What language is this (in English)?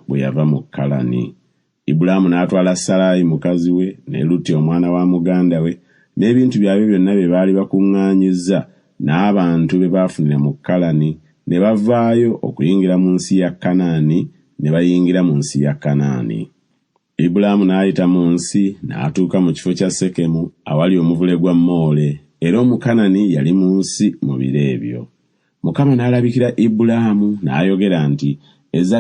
Ganda